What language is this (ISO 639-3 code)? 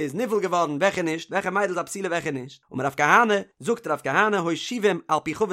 yid